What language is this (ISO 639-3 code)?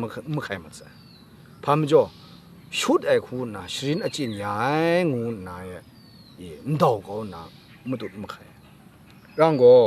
kac